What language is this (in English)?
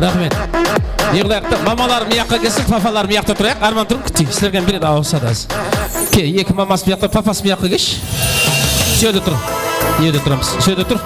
Kara-Kalpak